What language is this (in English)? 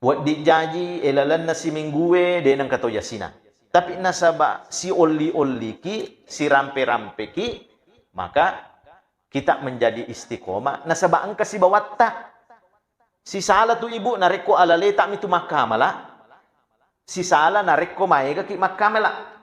Buginese